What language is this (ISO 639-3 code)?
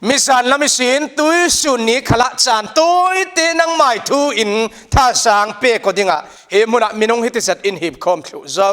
cfm